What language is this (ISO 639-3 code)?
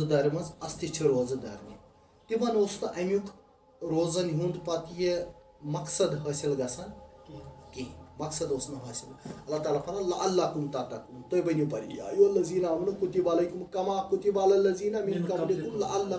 kas